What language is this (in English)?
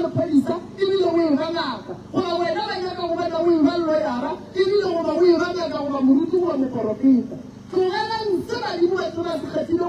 Northern Sotho